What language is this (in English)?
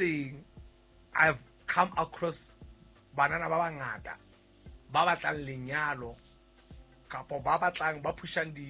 Southern Sotho